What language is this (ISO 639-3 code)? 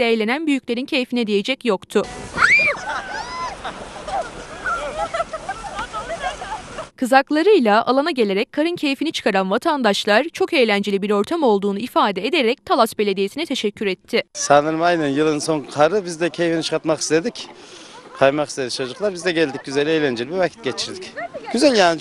tur